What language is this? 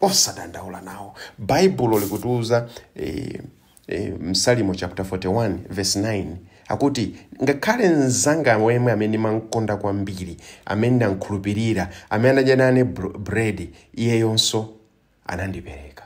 Nyanja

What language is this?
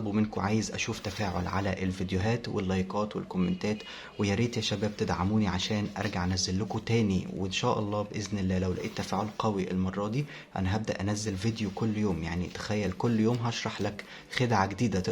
Egyptian Arabic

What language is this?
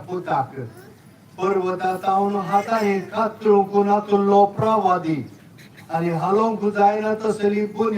Konkani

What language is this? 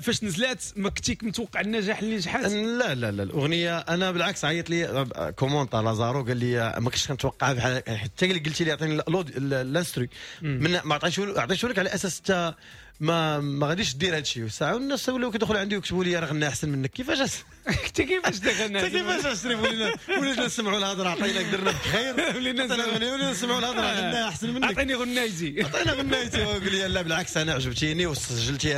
Moroccan Arabic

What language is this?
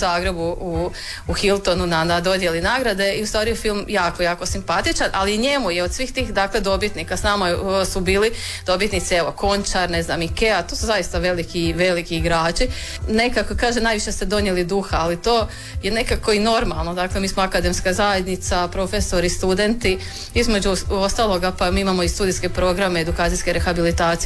Croatian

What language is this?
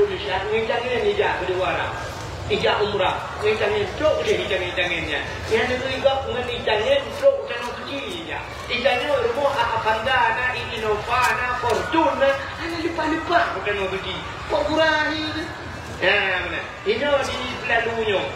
Achinese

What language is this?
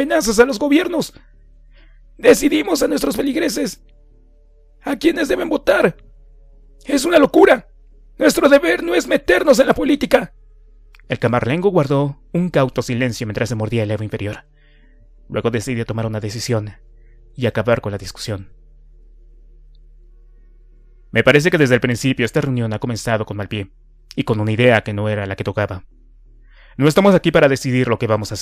Spanish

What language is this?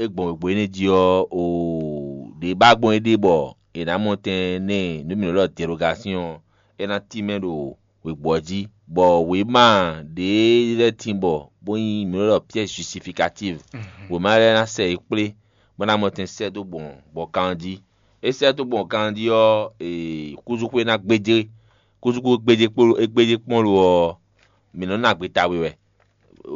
Fon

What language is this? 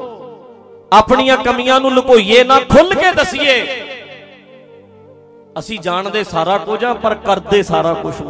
Punjabi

